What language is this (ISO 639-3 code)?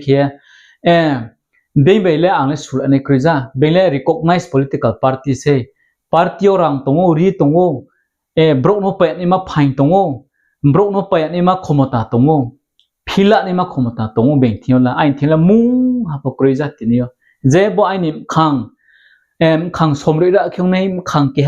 ria